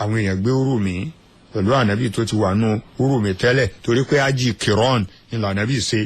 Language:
Yoruba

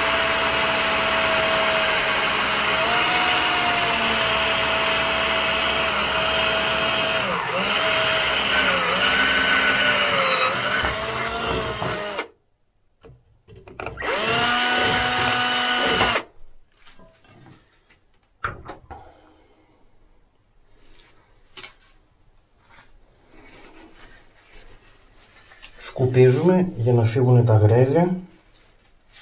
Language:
Greek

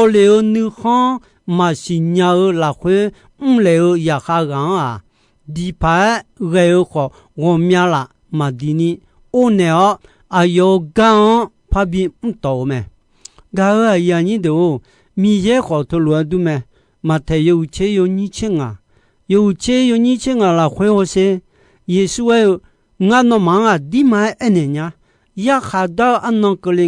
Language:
Akha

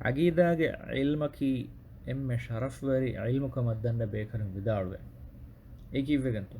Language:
Divehi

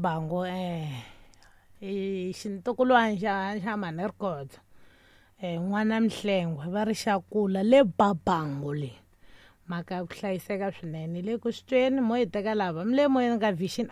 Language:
Tsonga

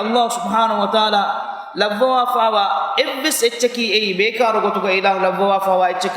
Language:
Divehi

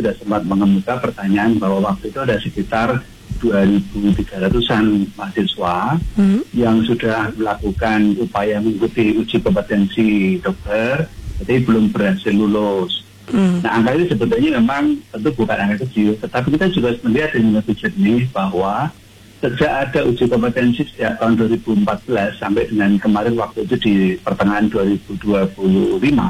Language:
Indonesian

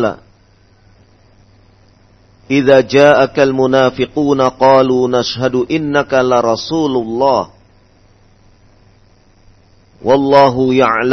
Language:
Indonesian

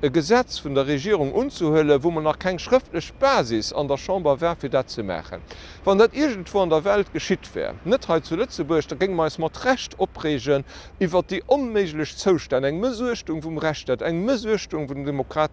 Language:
Luxembourgish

